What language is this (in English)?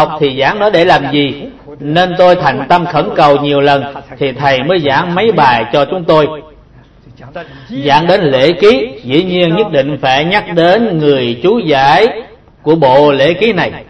Vietnamese